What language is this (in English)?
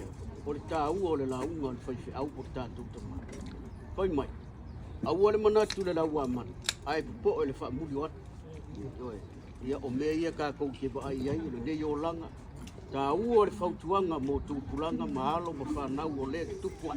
Samoan